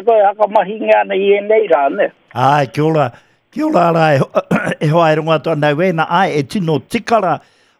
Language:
Māori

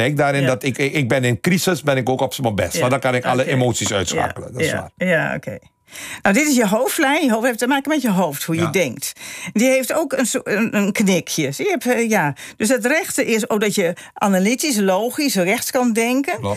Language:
Dutch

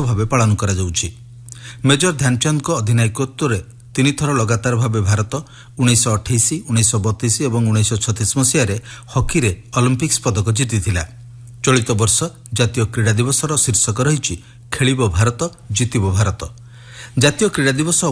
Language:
Odia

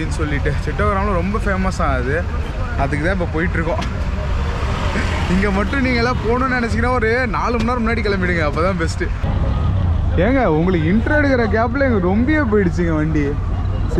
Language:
Tamil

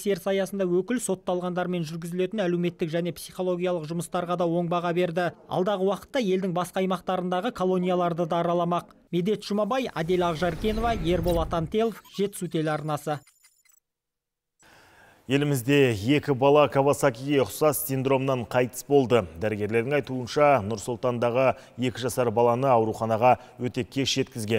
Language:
Kazakh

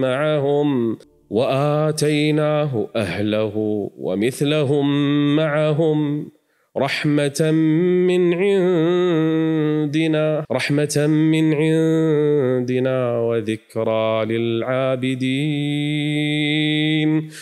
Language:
Kurdish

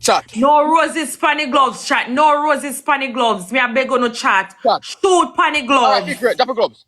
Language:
Jamaican Creole English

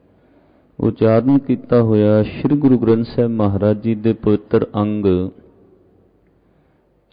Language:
Punjabi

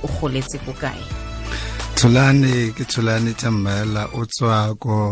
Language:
Tswana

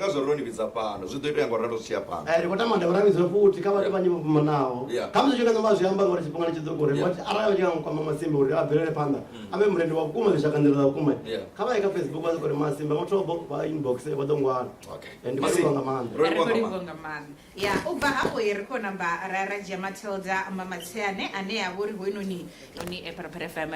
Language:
Venda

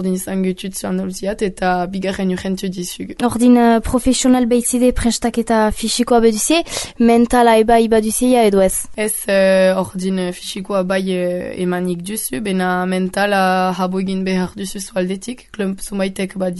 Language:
Basque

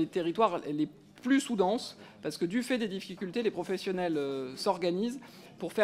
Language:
French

